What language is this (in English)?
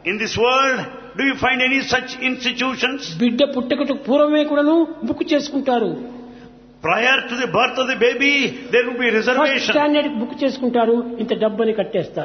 Telugu